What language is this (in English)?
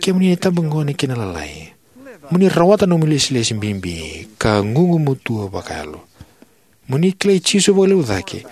Fijian